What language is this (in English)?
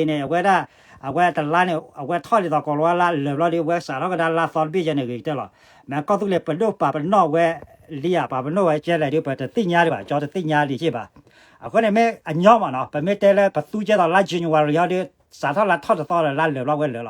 S'gaw Karen